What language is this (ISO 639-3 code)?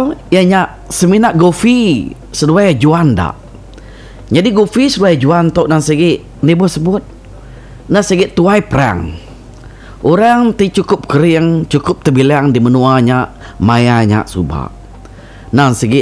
iba